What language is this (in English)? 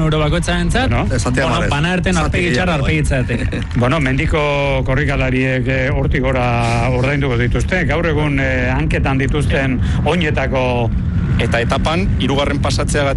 Basque